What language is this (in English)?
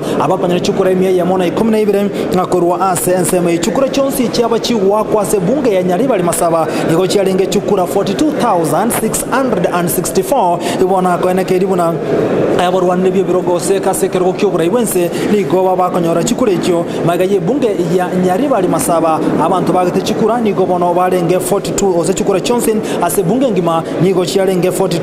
Gusii